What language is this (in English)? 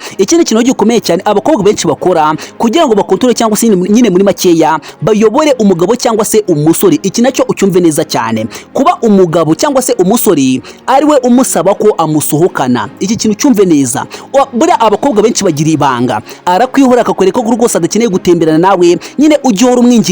Kinyarwanda